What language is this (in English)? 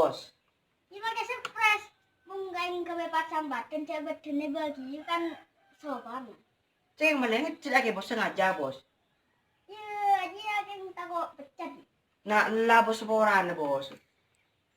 Madurese